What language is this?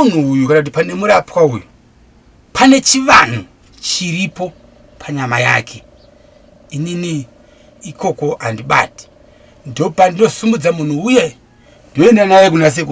Shona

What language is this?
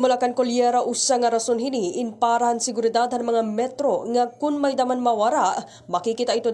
Waray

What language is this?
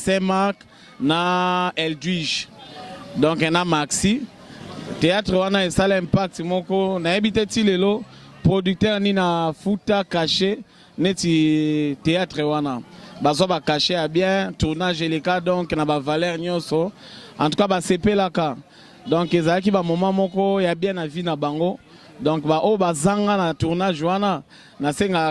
Lingala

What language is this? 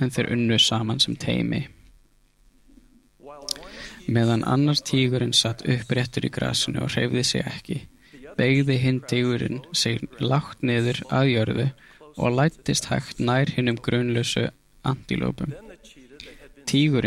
Icelandic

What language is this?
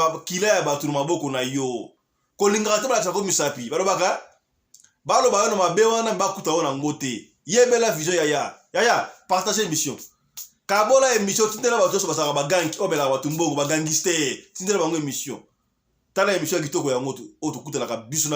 Lingala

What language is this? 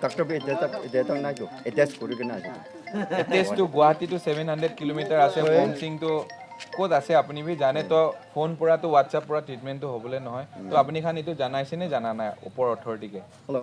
Naga Pidgin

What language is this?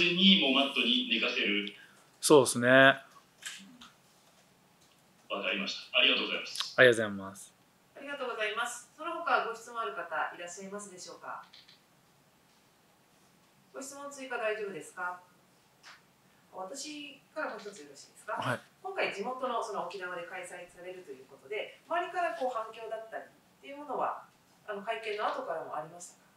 Japanese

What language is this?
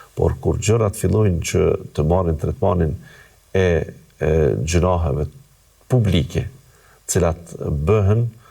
Albanian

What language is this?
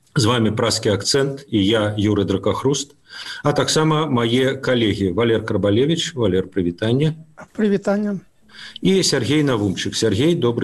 Belarusian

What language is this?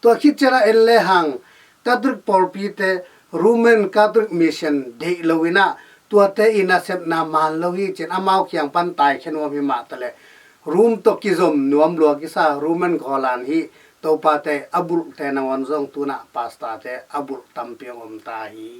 Tedim Chin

